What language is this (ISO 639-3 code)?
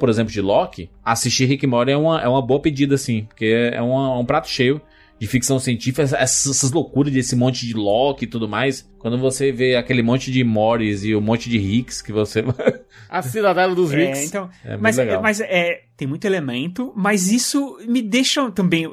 por